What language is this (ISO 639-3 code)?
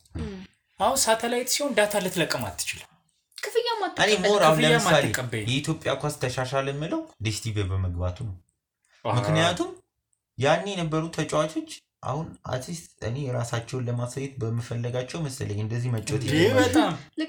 amh